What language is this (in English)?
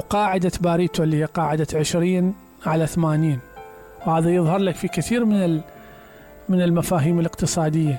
Mesopotamian Arabic